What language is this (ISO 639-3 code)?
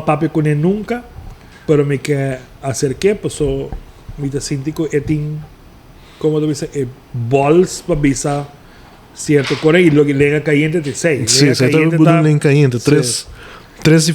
pap